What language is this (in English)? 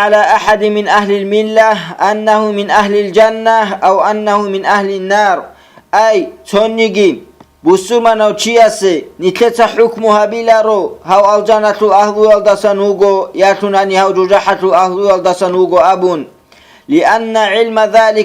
Avaric